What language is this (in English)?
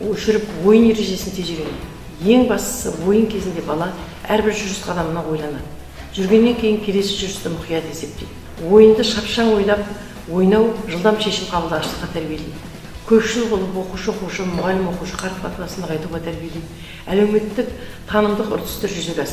Kazakh